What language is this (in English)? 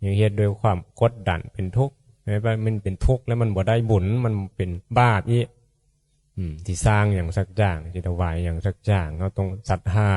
Northeastern Thai